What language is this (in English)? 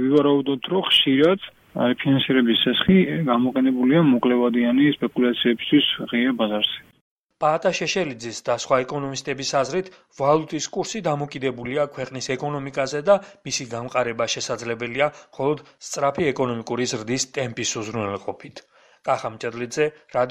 Georgian